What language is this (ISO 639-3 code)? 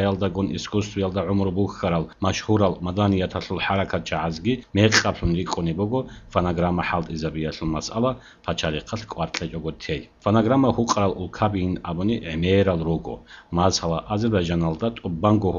ava